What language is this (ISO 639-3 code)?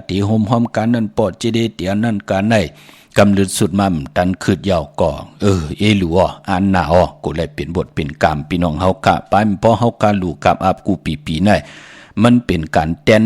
shn